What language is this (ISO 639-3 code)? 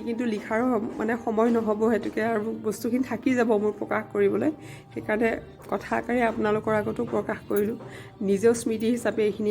asm